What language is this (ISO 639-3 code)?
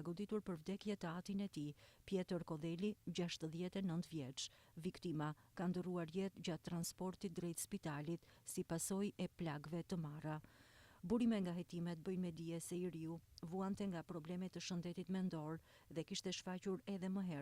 sqi